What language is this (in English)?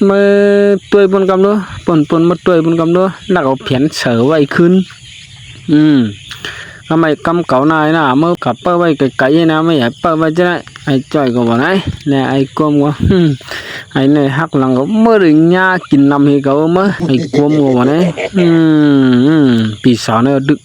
Shan